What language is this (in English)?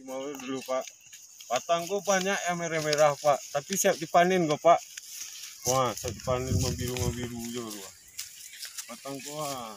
Minangkabau